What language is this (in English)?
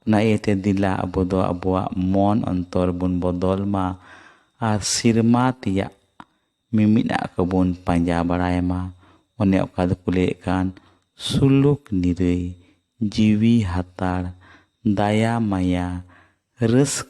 Santali